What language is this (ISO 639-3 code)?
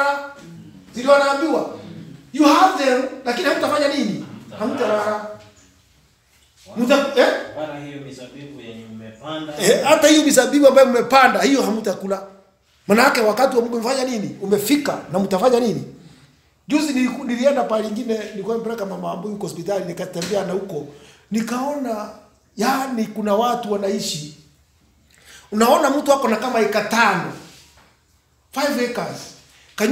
swa